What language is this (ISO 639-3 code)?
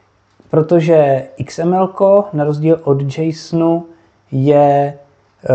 ces